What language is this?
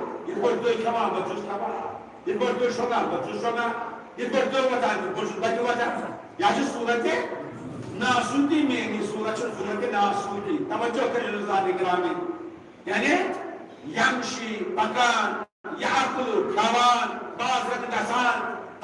Kashmiri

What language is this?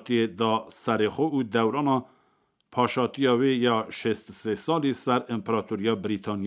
Kurdish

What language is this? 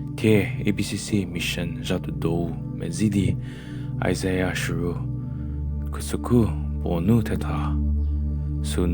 Angami Naga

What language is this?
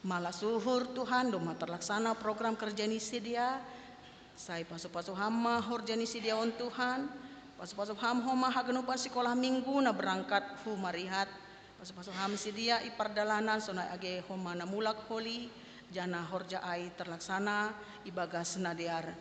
Batak Simalungun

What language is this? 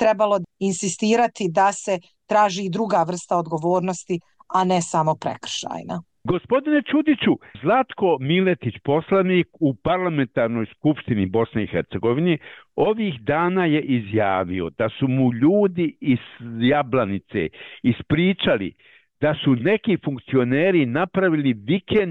Bosnian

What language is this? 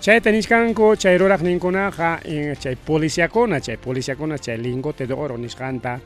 Ayacucho Quechua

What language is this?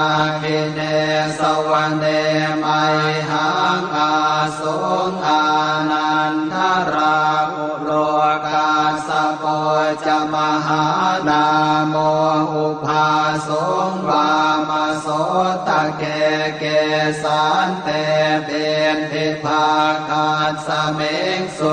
Pali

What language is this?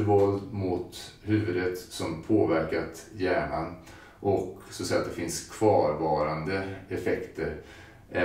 Swedish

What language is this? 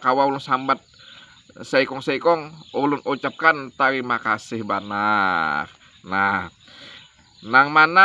Banjar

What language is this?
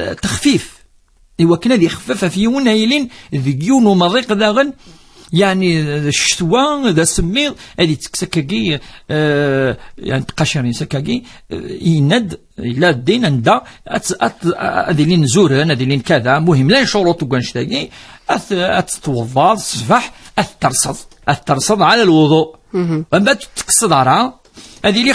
Kabyle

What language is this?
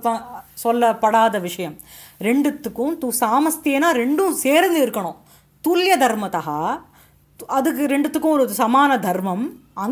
Tamil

